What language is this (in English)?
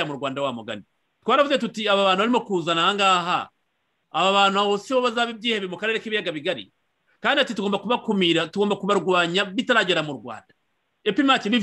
Kinyarwanda